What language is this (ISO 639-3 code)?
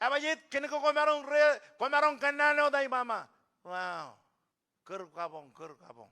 mah